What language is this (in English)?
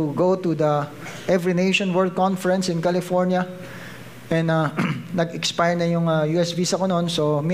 Filipino